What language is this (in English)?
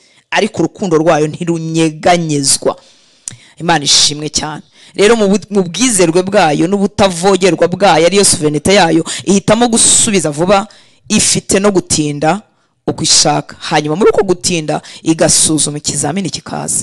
Kinyarwanda